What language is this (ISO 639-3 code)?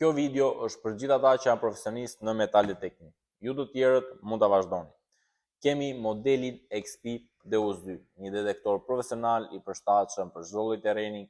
sqi